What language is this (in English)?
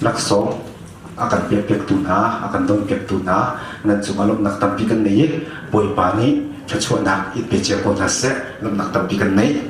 Hakha Chin